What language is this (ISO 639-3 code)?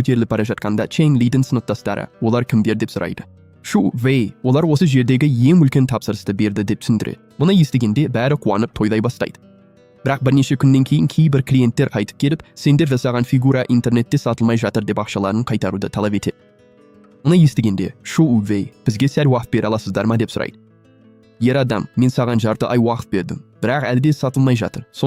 kaz